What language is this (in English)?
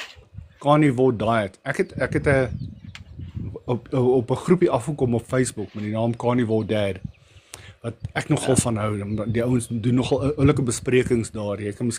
Afrikaans